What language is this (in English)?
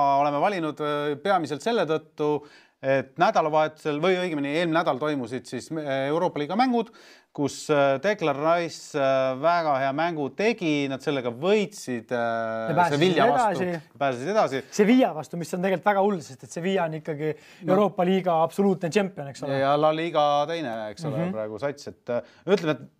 Estonian